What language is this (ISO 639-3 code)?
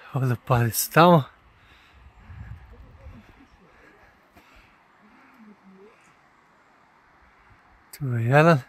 bos